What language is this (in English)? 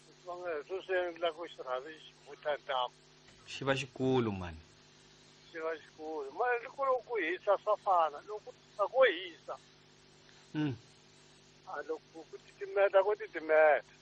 Tsonga